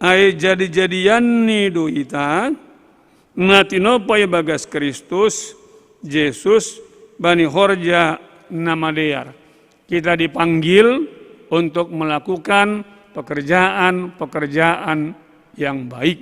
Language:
Batak Simalungun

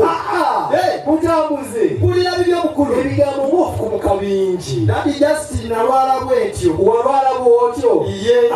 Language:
Ganda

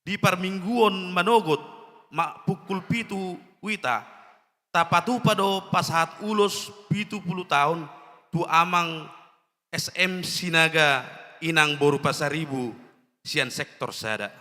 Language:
Batak Toba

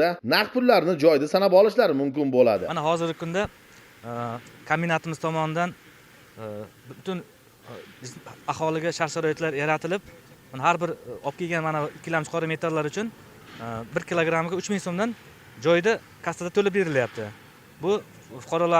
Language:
Uzbek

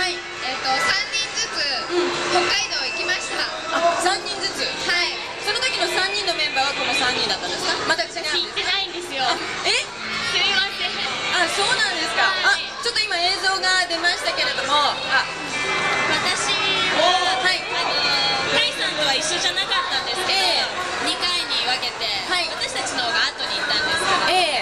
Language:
Japanese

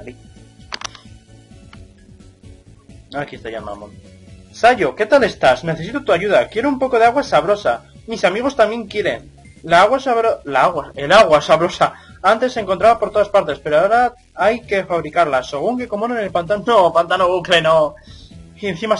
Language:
Spanish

